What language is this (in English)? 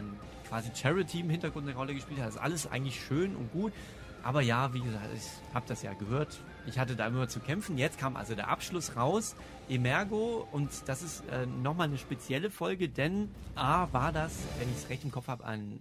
German